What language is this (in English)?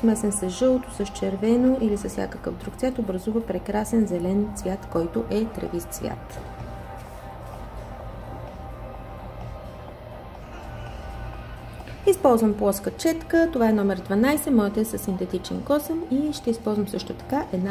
Bulgarian